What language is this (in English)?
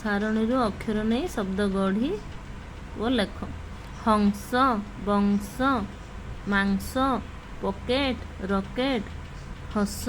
Odia